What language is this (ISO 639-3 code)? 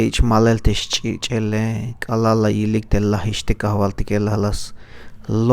tzh